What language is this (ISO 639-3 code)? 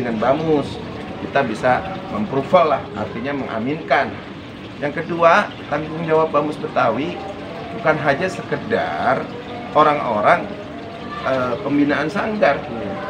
bew